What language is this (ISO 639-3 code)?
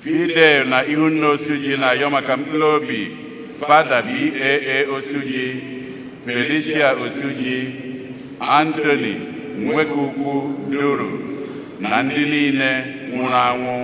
ibo